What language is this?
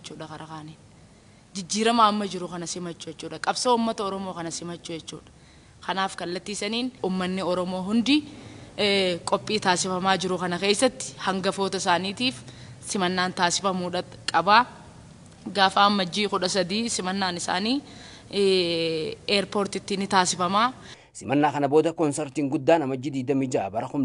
Oromo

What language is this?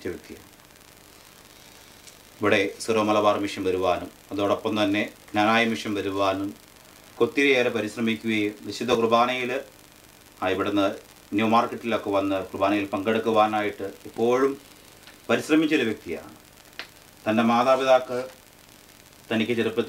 Malayalam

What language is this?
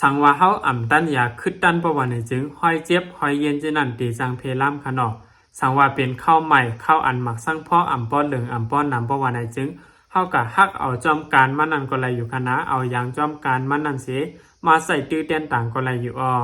Lao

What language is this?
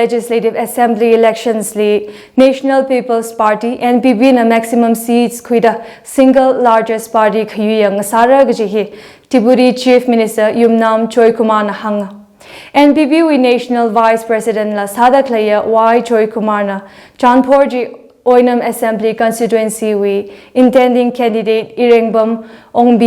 Tangkhul Naga (India)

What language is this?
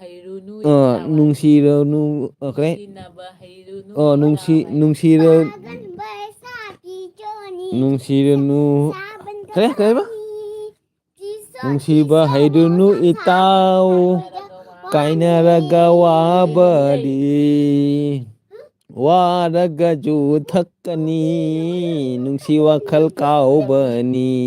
Manipuri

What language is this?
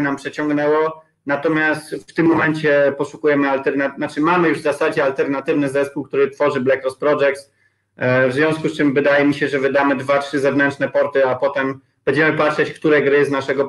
Polish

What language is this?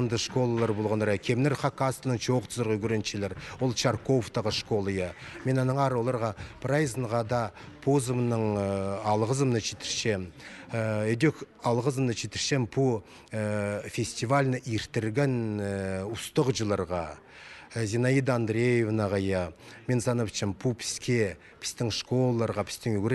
Khakas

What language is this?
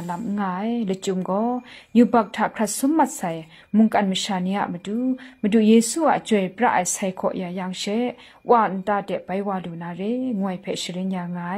Kachin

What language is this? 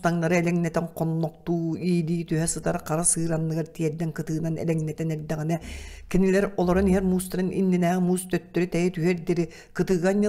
Yakut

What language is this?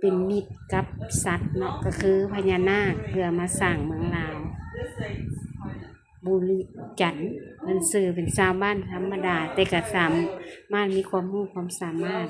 Lao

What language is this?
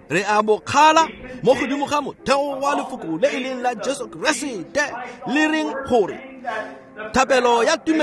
Tswana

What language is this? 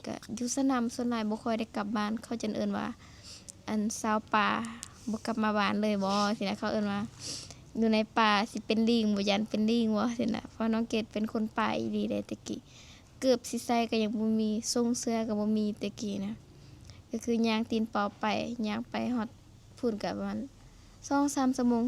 Lao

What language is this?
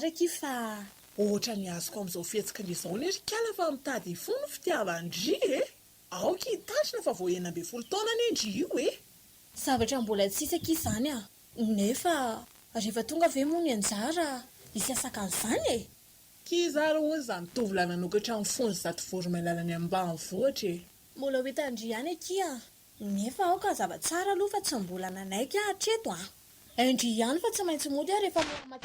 Malagasy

